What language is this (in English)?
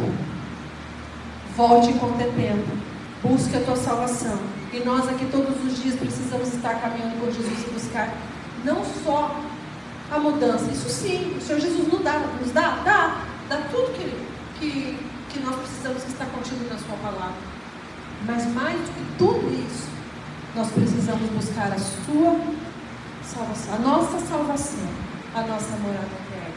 Portuguese